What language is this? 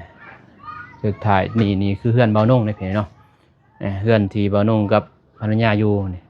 Lao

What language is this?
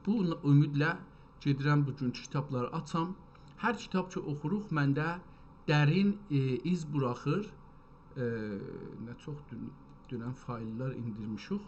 South Azerbaijani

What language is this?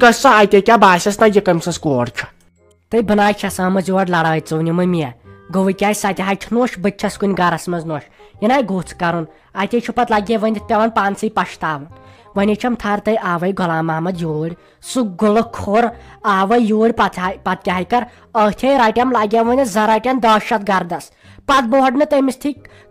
Kashmiri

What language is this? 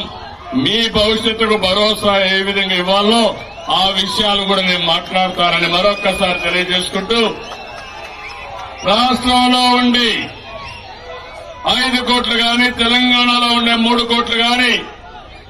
Telugu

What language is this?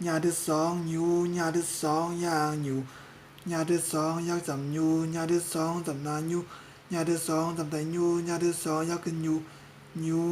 Shan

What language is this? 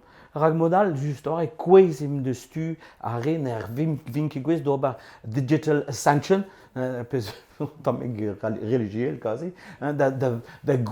Breton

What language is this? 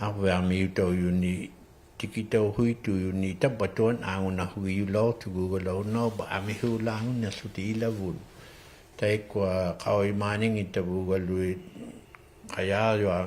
Inuktitut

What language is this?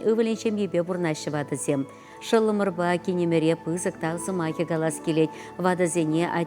Chuvash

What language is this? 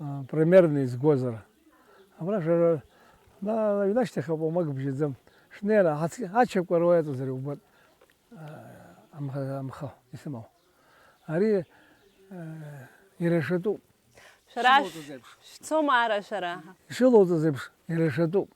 Abkhazian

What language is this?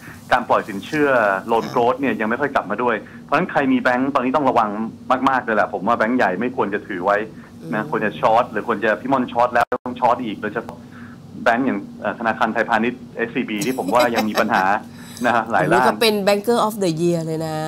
Thai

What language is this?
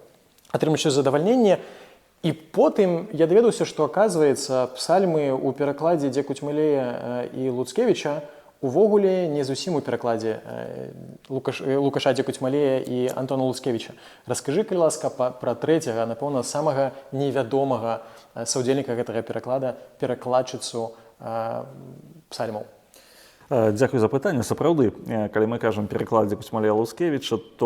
Belarusian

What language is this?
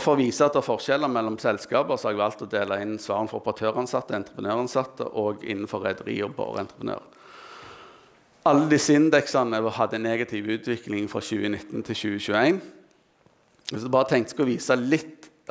Norwegian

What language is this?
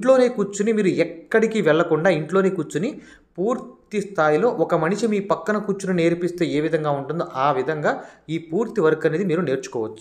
Telugu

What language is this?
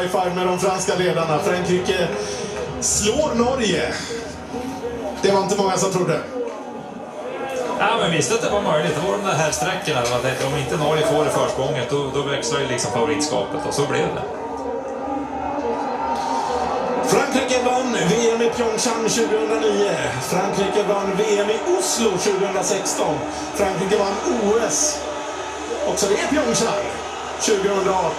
Swedish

